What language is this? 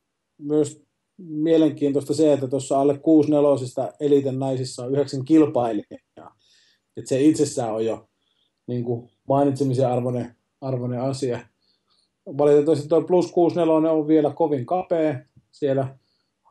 Finnish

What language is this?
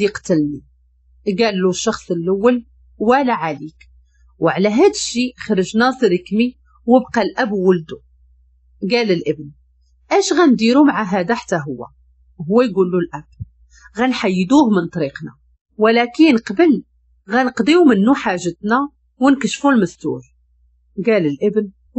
Moroccan Arabic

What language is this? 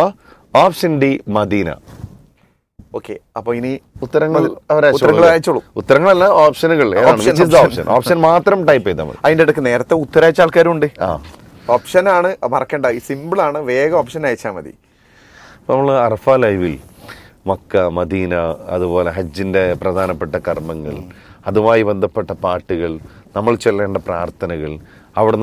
Malayalam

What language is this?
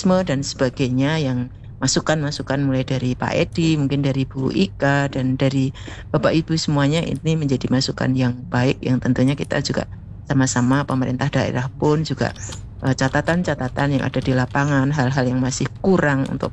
Indonesian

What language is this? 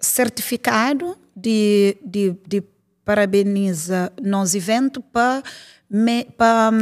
Kabuverdianu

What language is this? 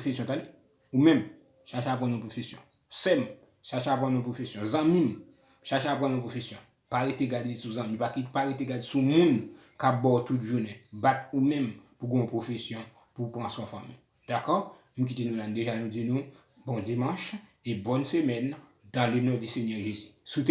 Haitian Creole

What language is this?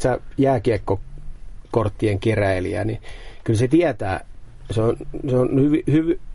Finnish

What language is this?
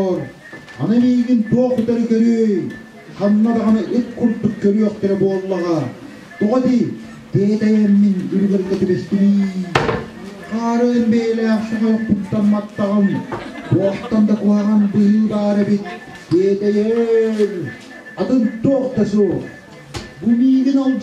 Yakut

